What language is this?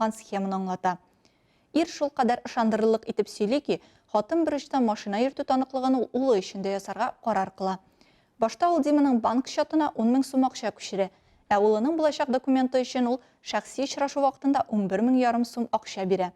Tatar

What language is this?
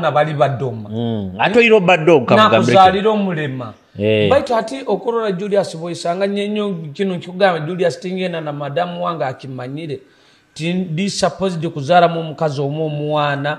Nyoro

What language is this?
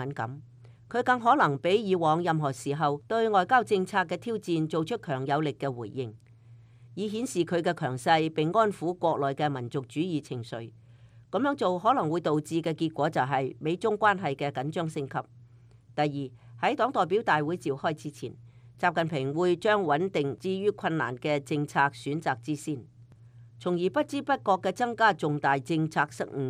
Cantonese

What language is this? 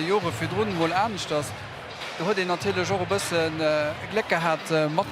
Luxembourgish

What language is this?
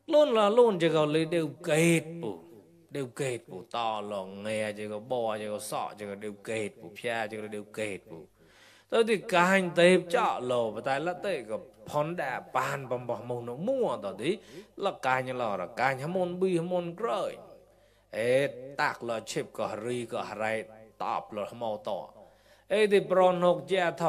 Mon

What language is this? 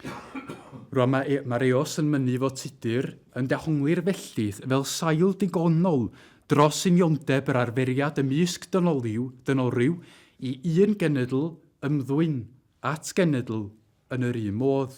Welsh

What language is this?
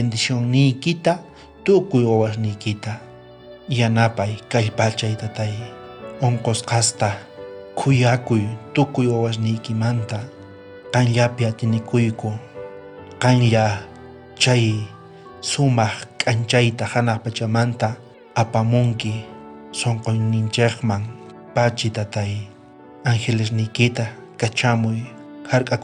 South Bolivian Quechua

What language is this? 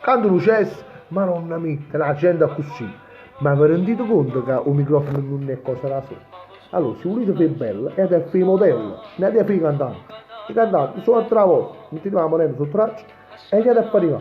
Neapolitan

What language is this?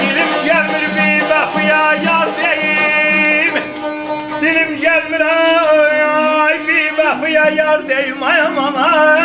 South Azerbaijani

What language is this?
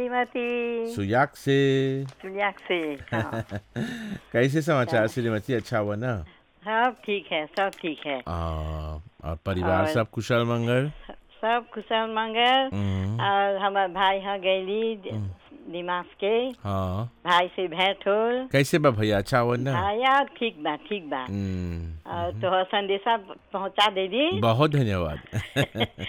Bhojpuri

